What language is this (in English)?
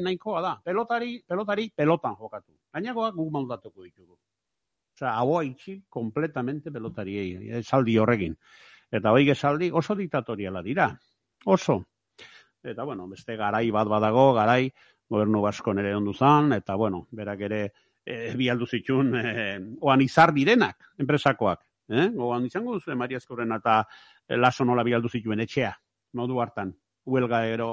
Basque